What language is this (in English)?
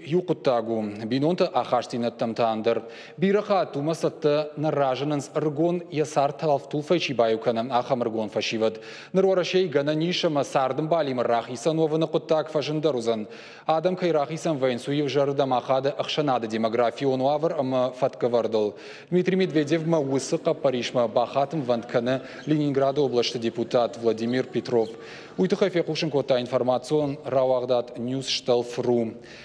Ossetic